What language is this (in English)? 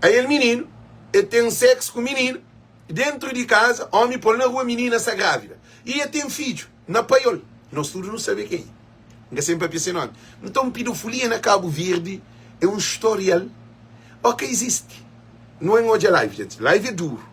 Kabuverdianu